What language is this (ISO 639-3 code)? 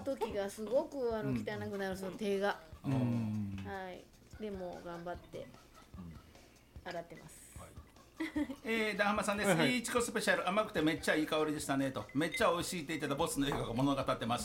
jpn